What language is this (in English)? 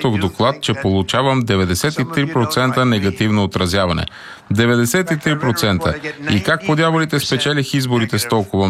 Bulgarian